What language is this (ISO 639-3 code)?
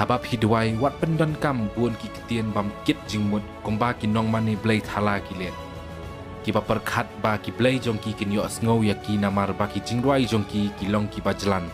kha